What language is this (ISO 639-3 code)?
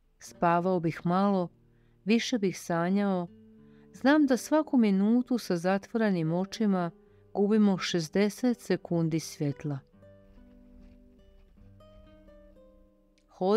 hrv